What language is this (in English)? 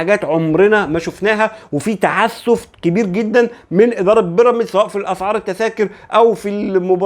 Egyptian Arabic